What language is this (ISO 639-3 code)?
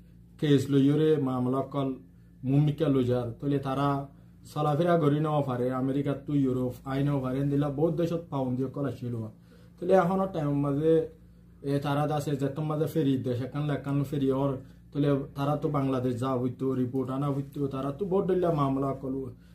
rhg